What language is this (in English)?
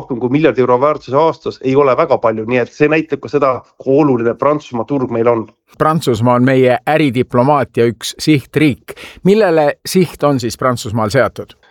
Estonian